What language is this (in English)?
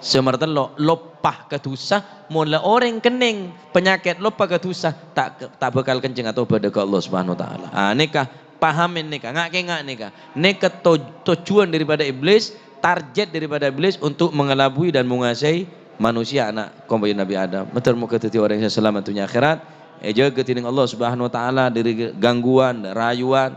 Madurese